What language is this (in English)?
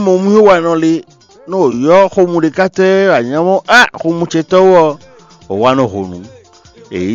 Fon